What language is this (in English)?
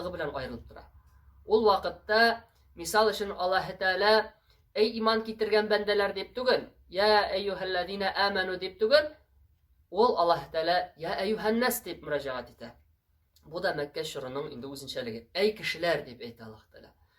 Tatar